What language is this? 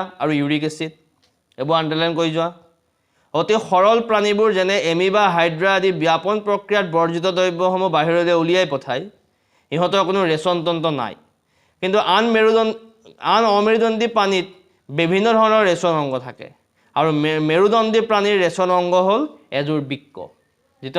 Assamese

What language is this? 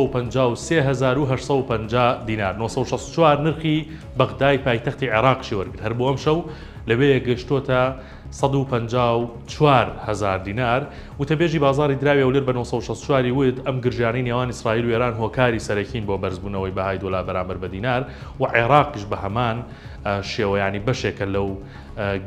Central Kurdish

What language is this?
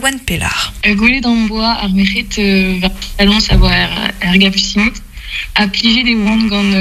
Breton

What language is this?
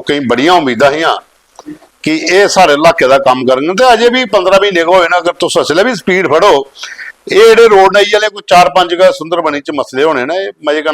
Dogri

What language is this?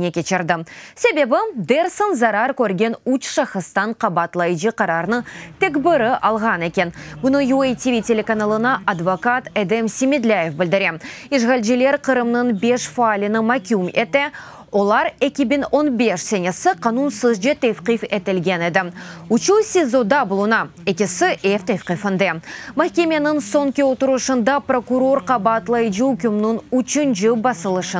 Crimean Tatar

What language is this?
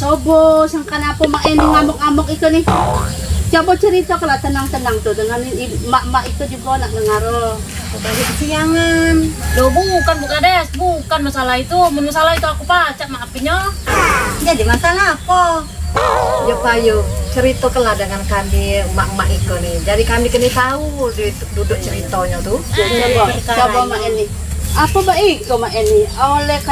Musi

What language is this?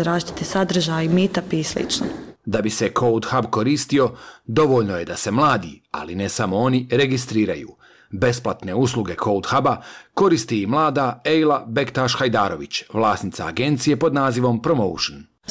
Bosnian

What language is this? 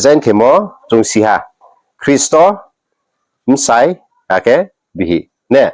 Riang (India)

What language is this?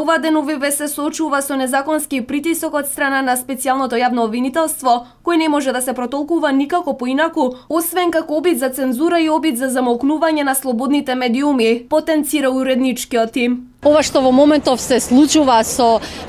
Macedonian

